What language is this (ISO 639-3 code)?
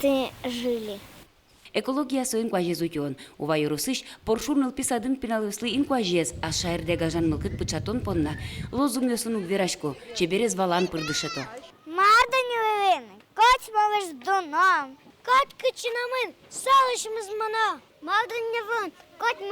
udm